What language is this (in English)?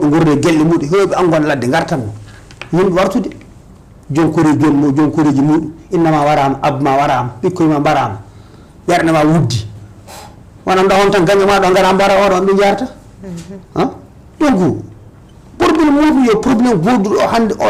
Fula